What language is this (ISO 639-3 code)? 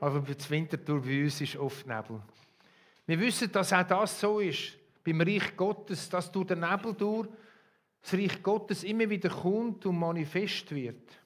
gsw